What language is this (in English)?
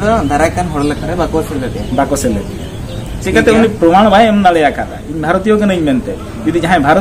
Santali